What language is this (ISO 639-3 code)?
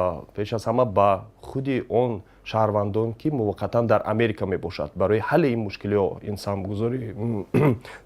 tgk